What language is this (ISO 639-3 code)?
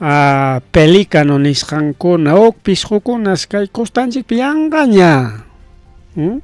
quy